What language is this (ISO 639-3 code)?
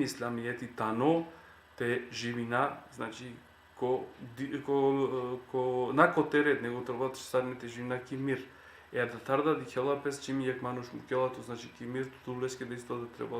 rmn